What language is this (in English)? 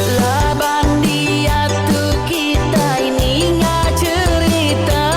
Iban